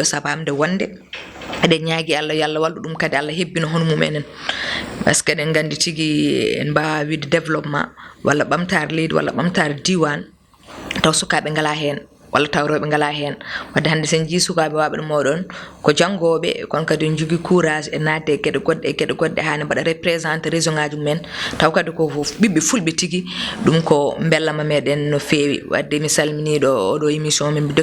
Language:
Fula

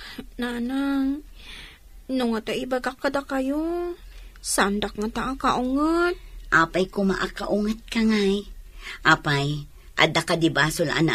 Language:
Iloko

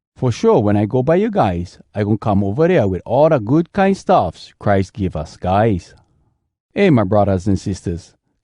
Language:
Hawai'i Creole English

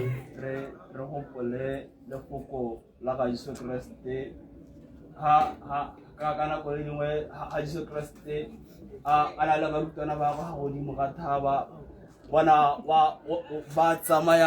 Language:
Tswana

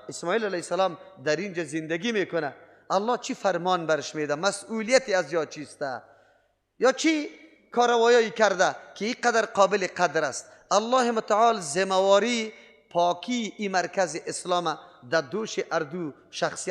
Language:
Persian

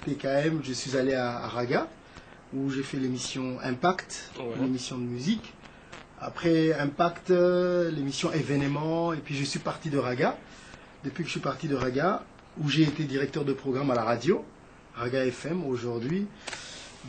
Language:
French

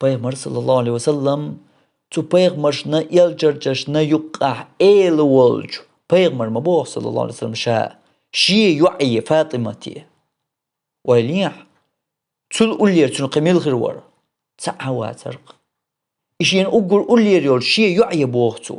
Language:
Chechen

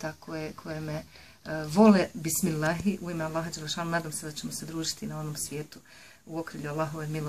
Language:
Bosnian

